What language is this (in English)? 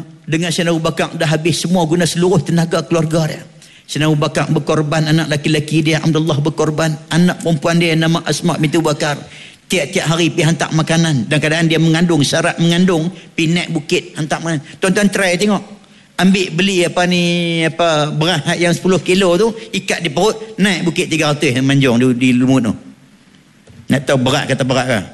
Malay